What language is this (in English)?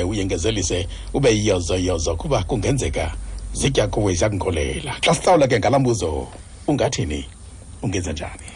Xhosa